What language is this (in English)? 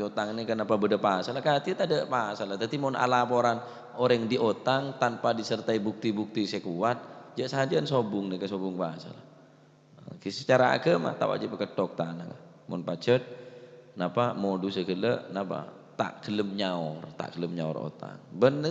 Madurese